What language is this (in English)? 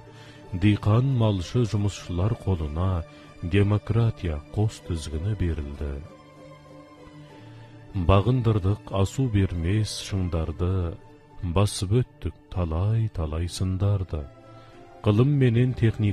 Kazakh